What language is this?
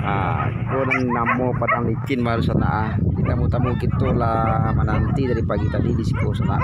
Minangkabau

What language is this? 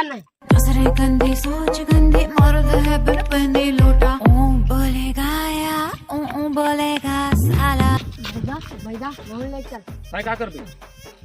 Chhattisgarhi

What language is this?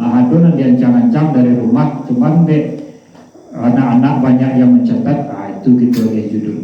Minangkabau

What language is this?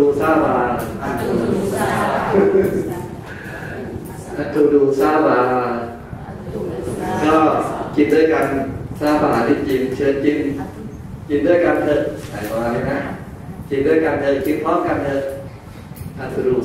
Thai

